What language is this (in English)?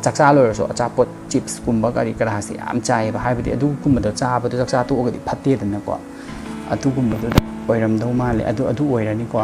Manipuri